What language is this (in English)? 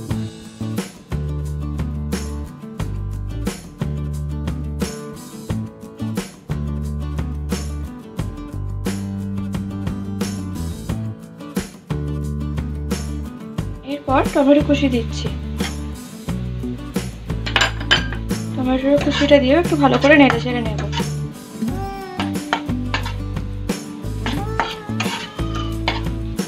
Bangla